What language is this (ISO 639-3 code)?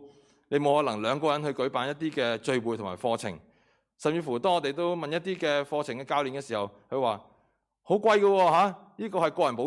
yue